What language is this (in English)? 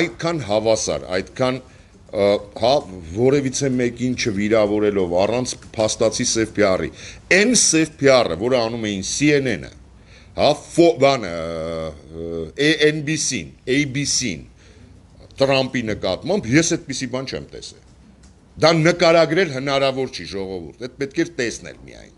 Armenian